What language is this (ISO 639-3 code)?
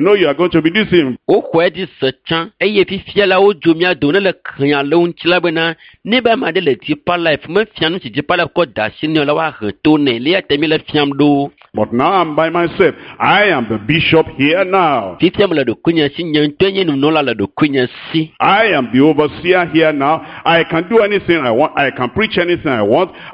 ewe